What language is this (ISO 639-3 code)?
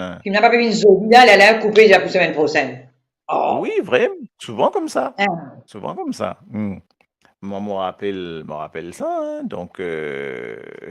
mfe